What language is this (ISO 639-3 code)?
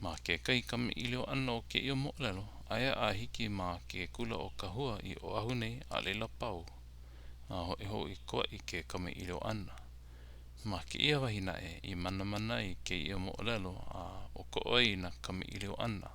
haw